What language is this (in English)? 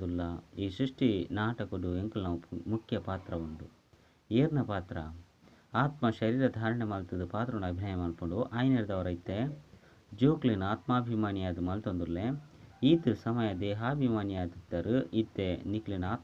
Tulu